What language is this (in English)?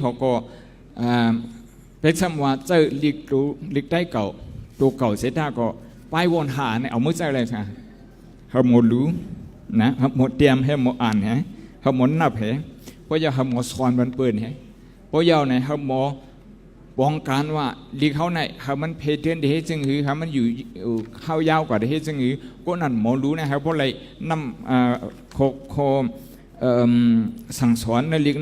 Shan